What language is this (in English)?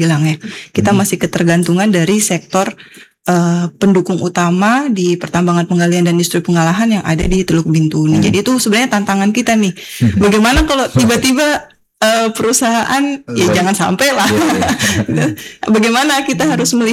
Indonesian